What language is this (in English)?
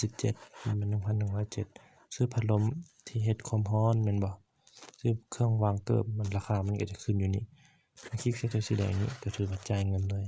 Lao